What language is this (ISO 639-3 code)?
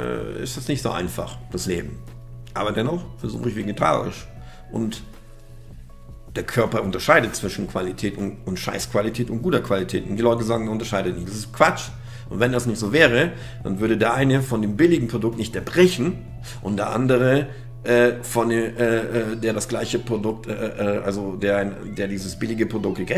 deu